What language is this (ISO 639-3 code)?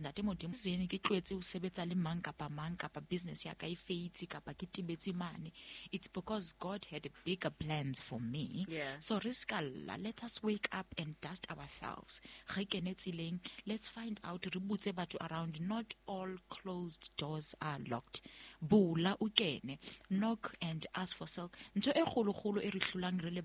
sot